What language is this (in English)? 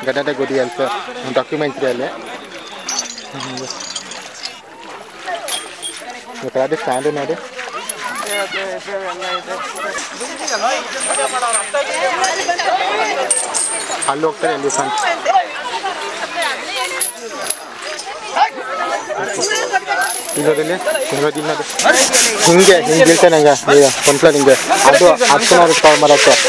Kannada